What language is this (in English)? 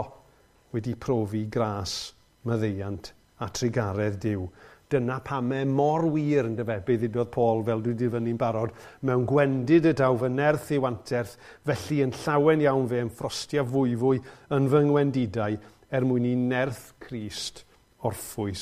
Welsh